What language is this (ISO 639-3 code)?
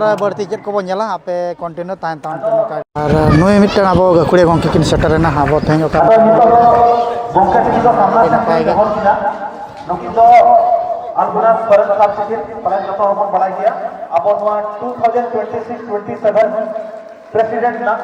sat